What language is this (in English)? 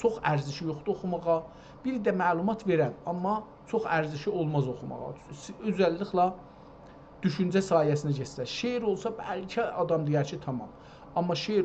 South Azerbaijani